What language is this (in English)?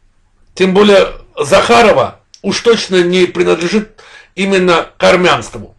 Russian